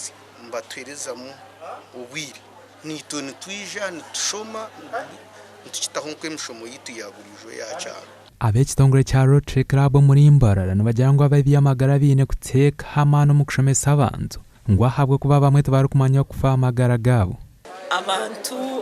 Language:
Nyankole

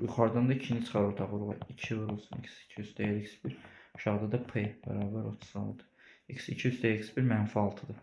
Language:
Azerbaijani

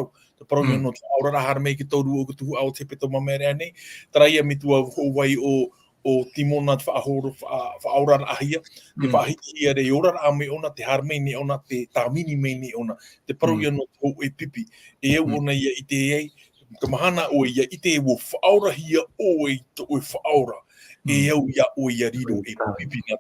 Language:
Tahitian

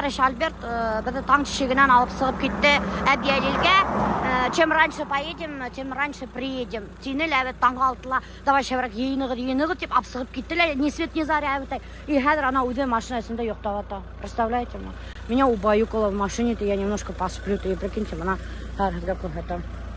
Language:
Bashkir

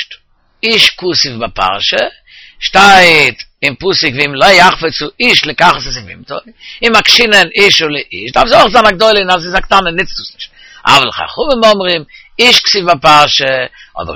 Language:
Yiddish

